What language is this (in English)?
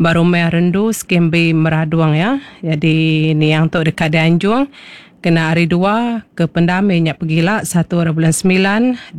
Iban